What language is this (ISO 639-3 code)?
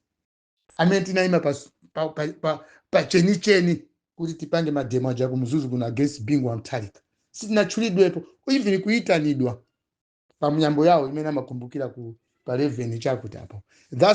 nya